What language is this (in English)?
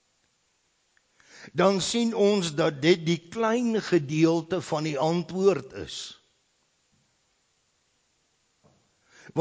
Afrikaans